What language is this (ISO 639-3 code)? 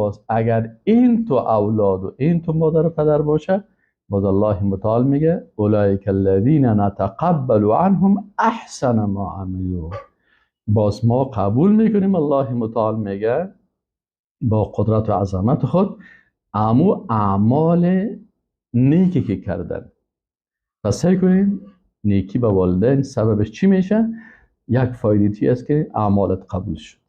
fas